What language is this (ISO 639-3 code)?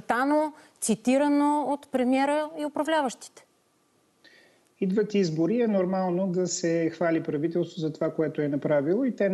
bul